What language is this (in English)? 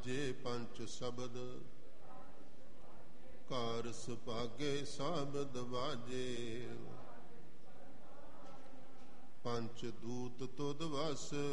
Punjabi